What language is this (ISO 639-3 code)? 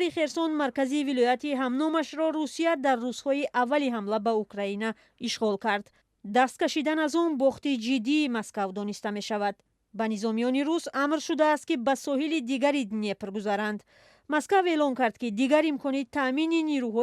tgk